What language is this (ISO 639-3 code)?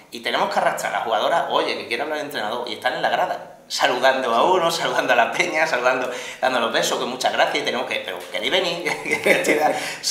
spa